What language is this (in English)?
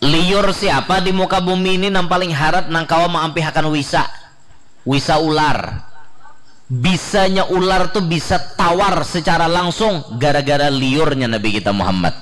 Banjar